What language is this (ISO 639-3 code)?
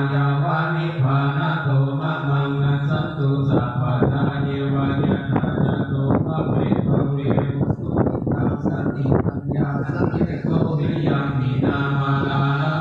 pli